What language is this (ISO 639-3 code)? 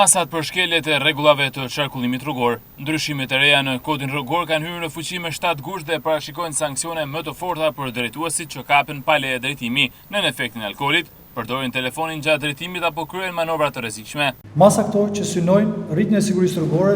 sqi